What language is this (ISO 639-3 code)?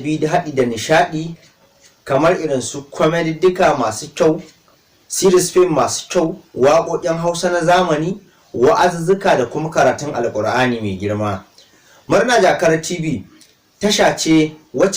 hau